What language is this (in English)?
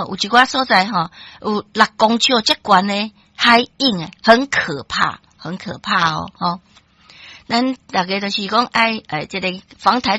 Min Nan Chinese